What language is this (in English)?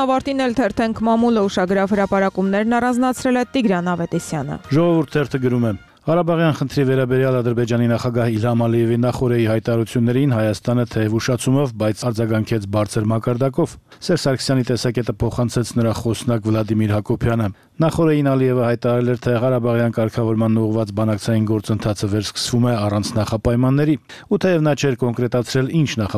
Armenian